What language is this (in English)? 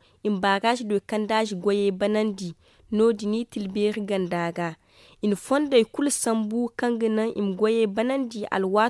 Zarma